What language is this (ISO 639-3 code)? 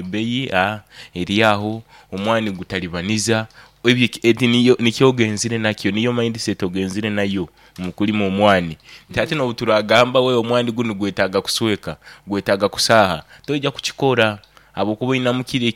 nyo